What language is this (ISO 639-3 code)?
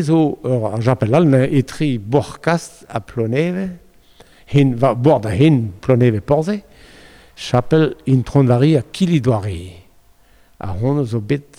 bre